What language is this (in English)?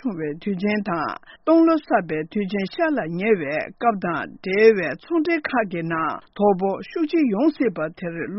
Tibetan